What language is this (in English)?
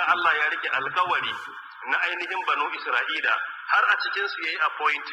Hausa